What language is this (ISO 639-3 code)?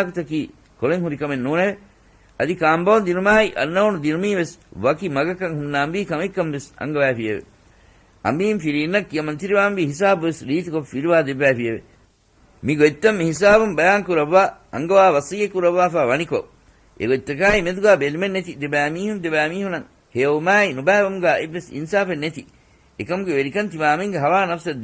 div